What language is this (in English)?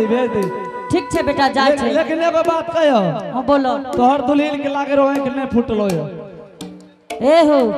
Angika